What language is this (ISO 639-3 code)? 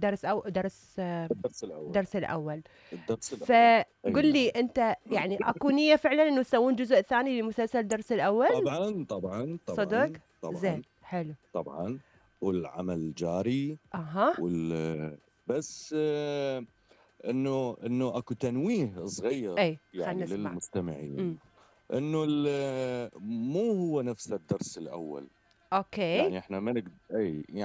acm